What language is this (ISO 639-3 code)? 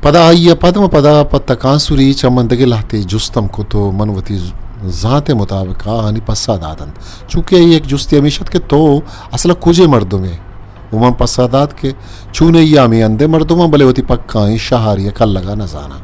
bgp